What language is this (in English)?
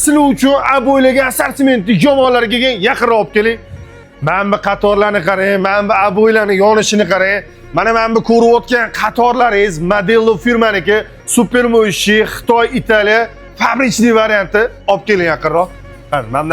Uzbek